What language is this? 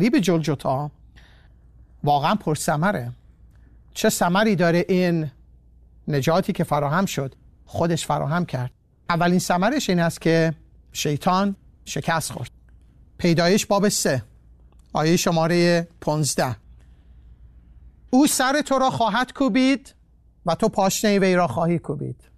Persian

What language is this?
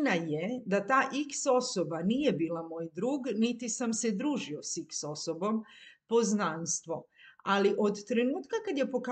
Serbian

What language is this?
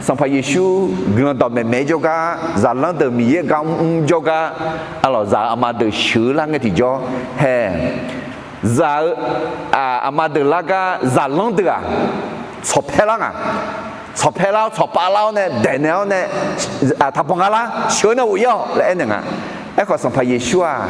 Akha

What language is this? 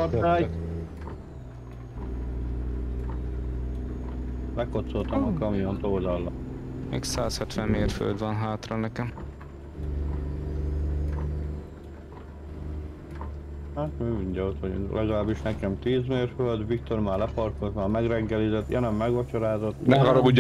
Hungarian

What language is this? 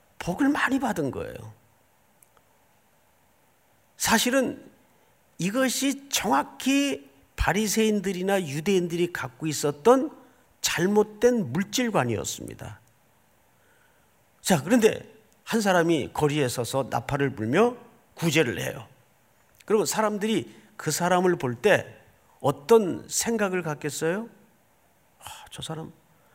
Korean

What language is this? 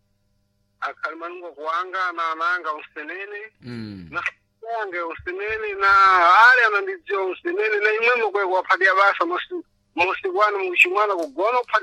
Sena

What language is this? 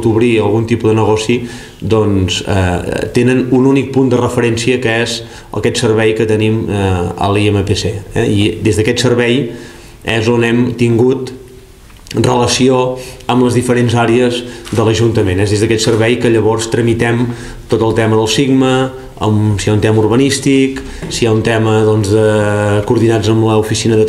Catalan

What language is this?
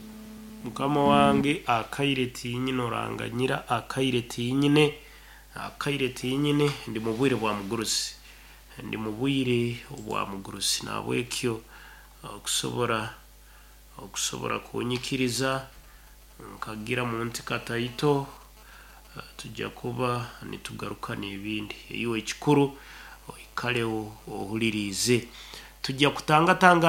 Nyoro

